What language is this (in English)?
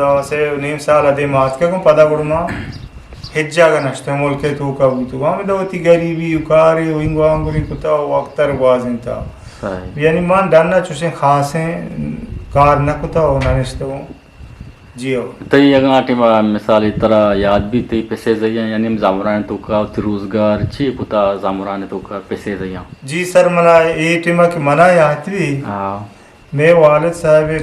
Eastern Balochi